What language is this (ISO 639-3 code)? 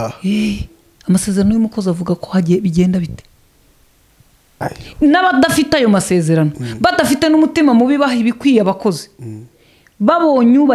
kin